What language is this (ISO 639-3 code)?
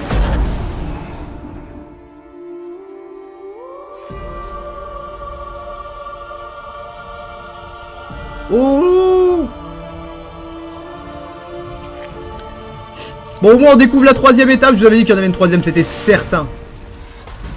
fra